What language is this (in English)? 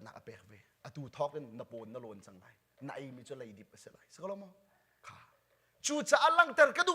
Hakha Chin